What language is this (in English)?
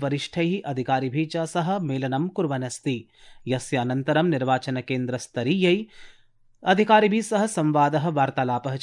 Sanskrit